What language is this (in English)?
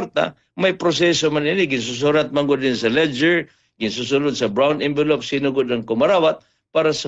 Waray